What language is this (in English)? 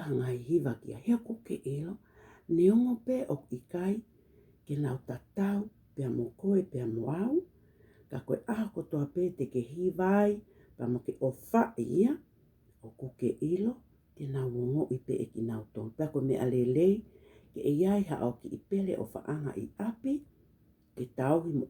Tongan